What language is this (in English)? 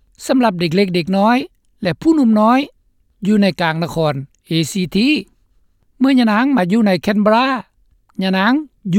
Lao